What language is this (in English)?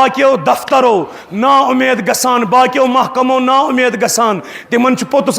Kashmiri